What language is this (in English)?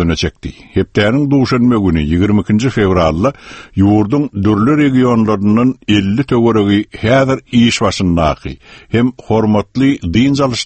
Turkmen